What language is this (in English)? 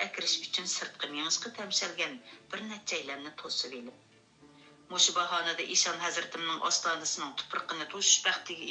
Uyghur